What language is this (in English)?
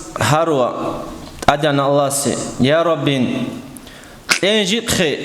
Avaric